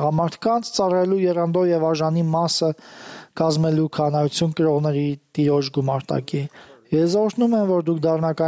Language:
Armenian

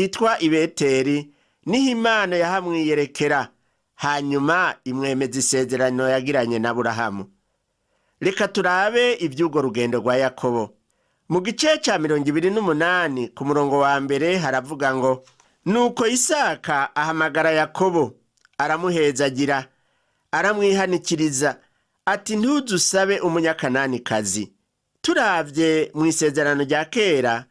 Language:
Rundi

